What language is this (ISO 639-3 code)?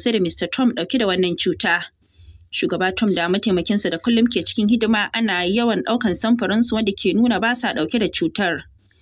hau